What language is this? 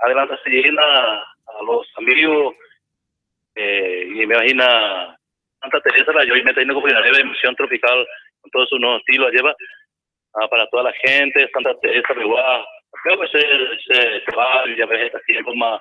Guarani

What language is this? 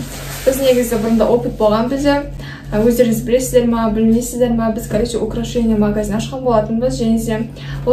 Kazakh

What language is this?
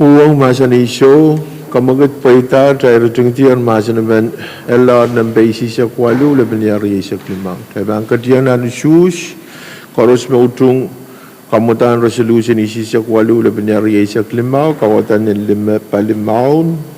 Pohnpeian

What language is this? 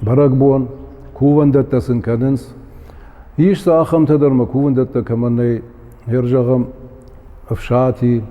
Ossetic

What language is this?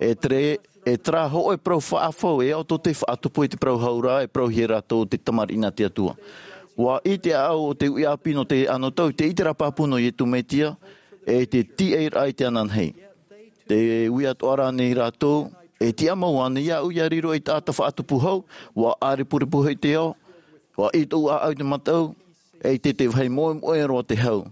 Tahitian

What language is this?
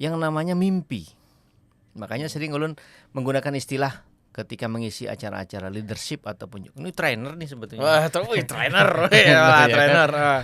Banjar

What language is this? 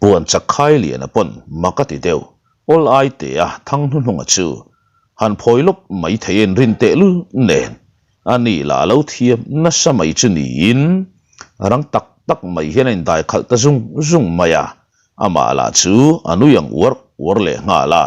Mizo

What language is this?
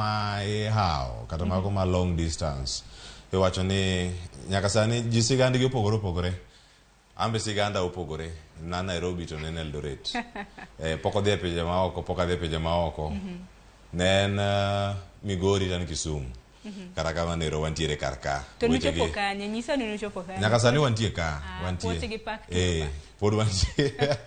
Luo (Kenya and Tanzania)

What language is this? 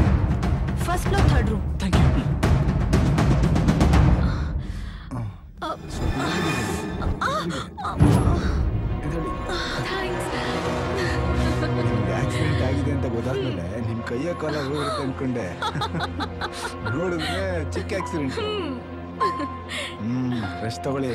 Kannada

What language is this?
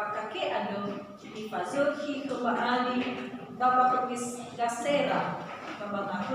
Nias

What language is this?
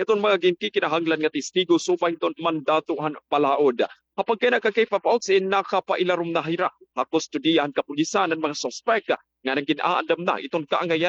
Waray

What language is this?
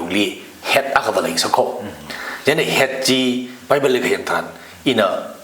Tangkhul Naga (India)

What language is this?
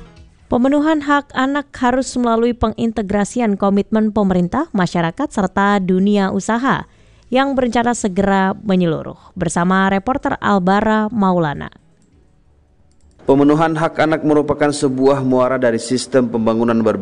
Indonesian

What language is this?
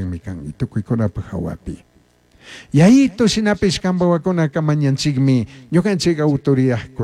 Chimborazo Highland Quichua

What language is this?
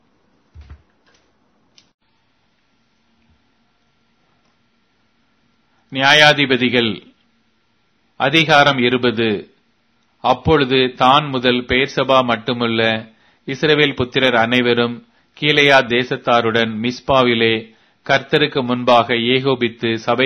Tamil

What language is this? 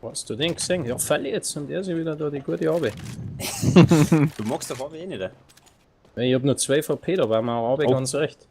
Bavarian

